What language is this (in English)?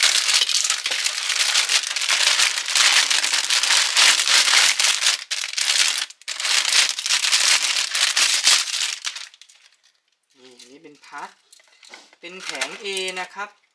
Thai